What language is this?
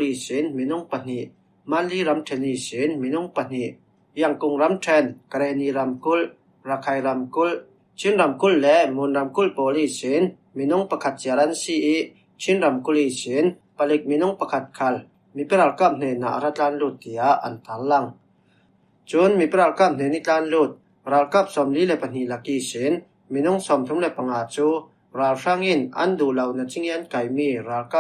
Falam Chin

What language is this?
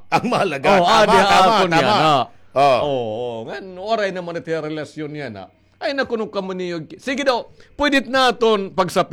Waray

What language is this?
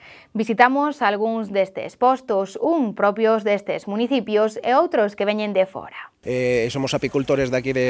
Galician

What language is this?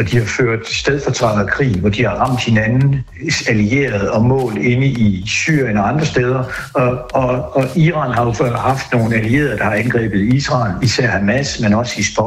Danish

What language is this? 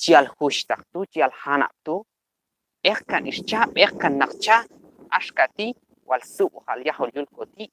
Q'anjob'al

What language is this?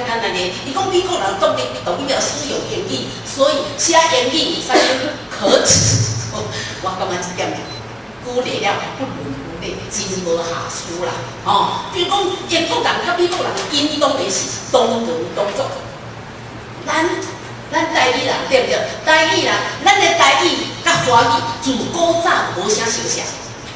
Min Nan Chinese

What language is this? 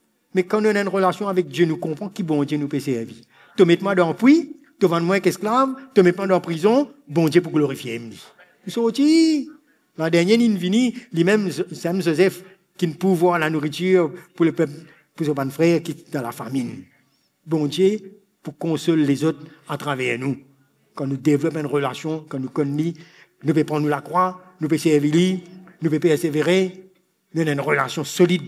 Morisyen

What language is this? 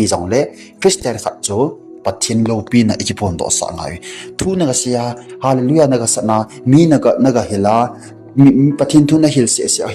Thado Chin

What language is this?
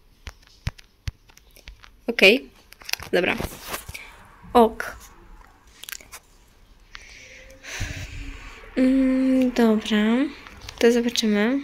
Polish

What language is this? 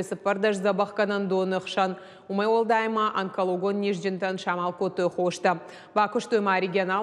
Ossetic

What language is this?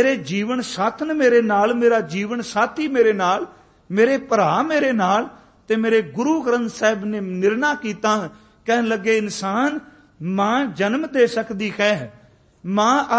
Punjabi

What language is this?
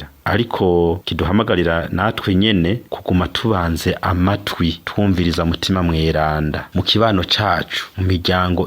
Rundi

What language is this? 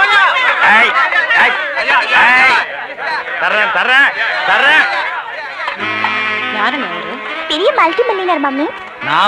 Tamil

